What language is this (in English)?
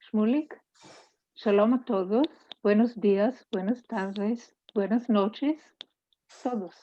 Ladino